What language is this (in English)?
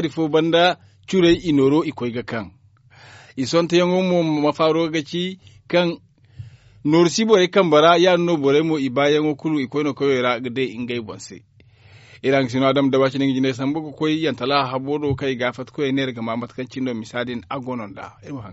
Zarma